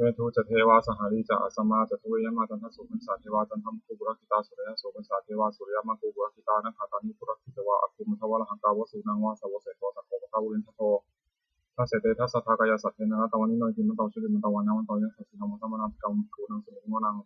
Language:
Pali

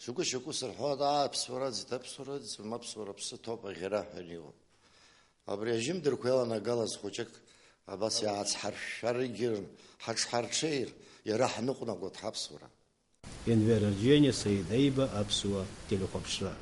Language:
Abkhazian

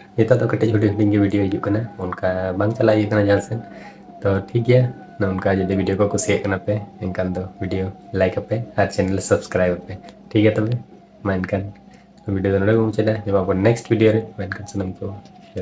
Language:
Santali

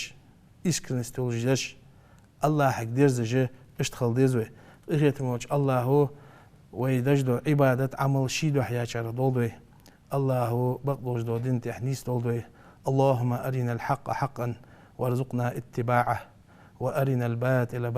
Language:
Ingush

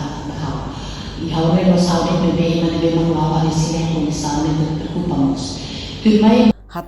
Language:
Tetum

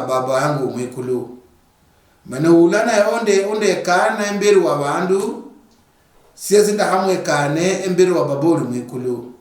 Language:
Luyia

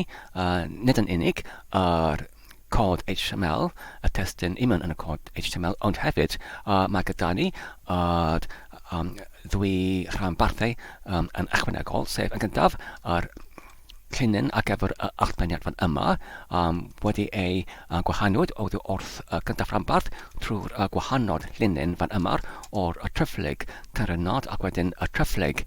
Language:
Welsh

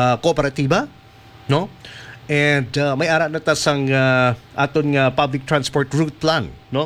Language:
Hiligaynon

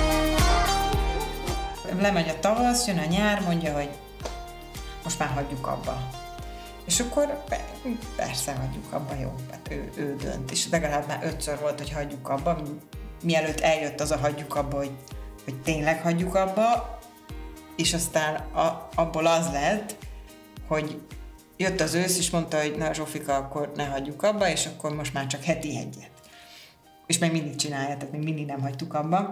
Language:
Hungarian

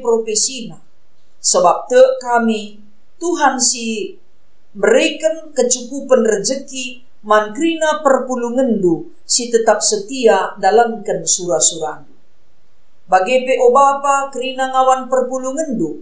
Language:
Batak Karo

